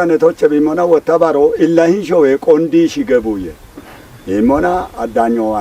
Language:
Kafa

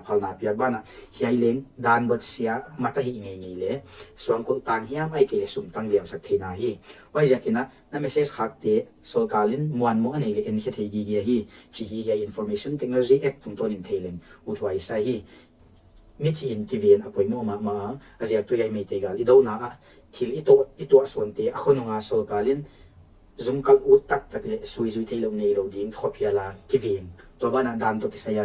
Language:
Paite Chin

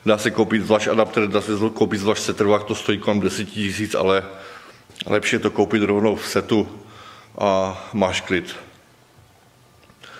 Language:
Czech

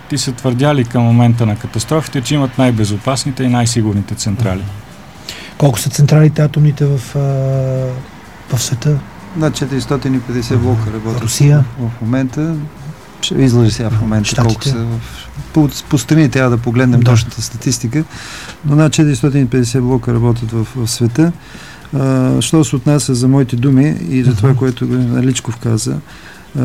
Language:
Bulgarian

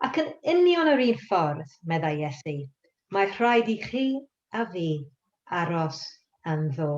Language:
Welsh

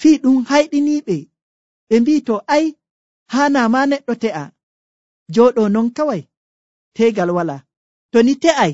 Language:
Nigerian Fulfulde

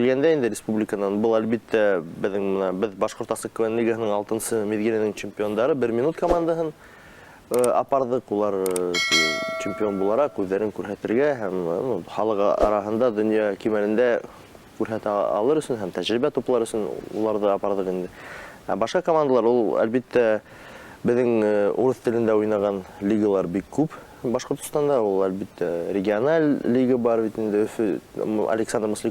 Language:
Bashkir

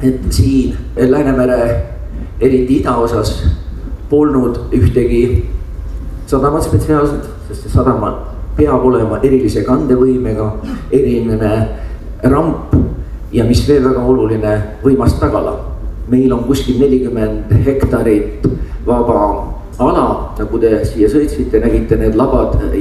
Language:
Estonian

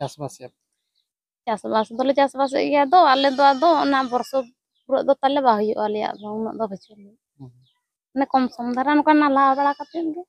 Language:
Santali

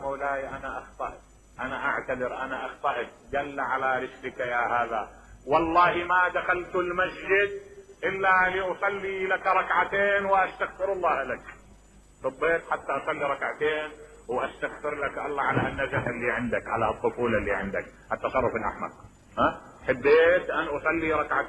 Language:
Mesopotamian Arabic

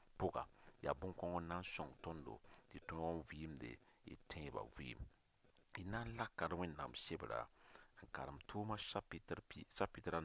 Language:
Mossi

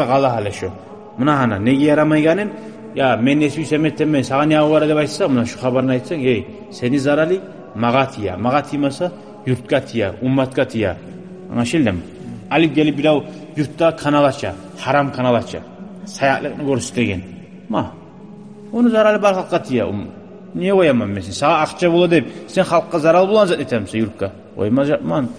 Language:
Kumyk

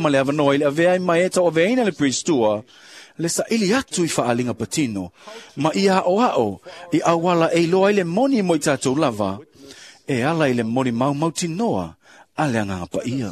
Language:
Samoan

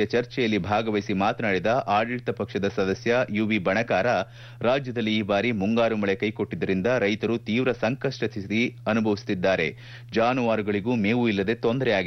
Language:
Kannada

